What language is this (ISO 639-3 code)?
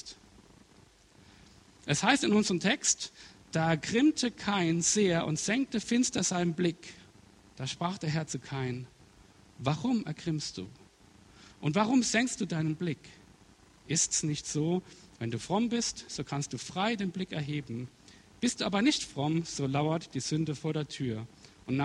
deu